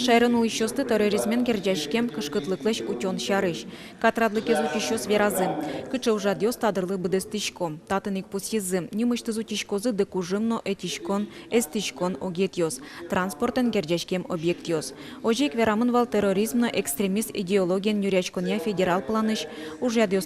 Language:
Udmurt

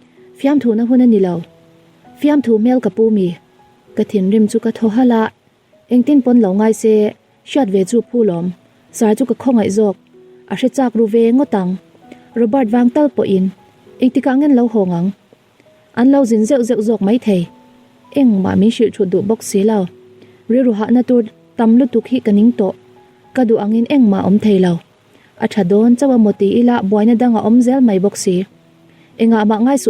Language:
Mizo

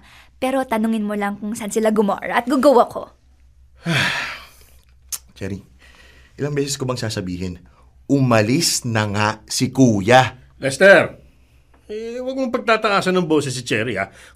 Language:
Filipino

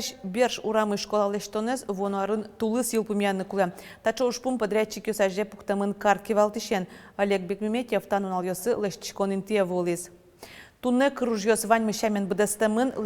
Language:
Udmurt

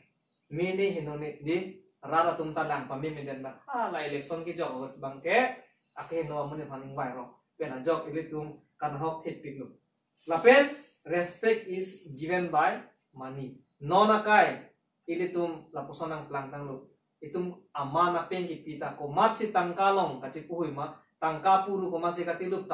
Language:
Karbi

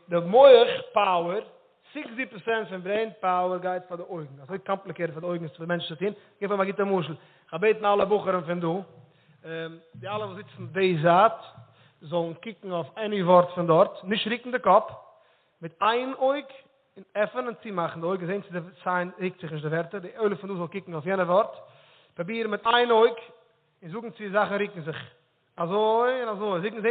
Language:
Yiddish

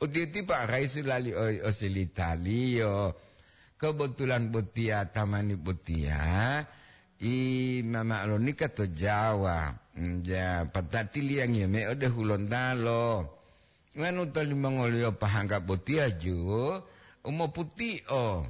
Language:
Gorontalo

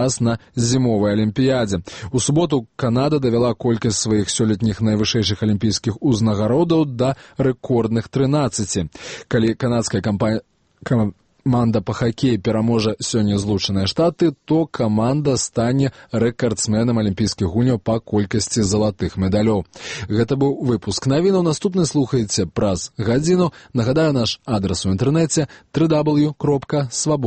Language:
Belarusian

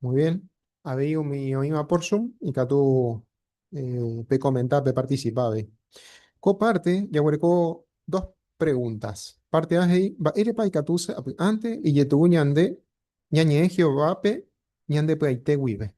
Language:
Guarani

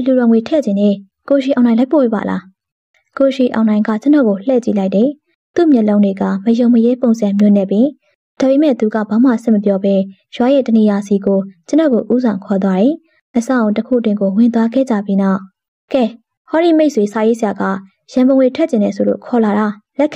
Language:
Burmese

